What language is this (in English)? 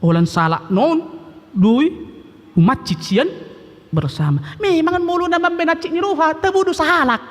Batak Toba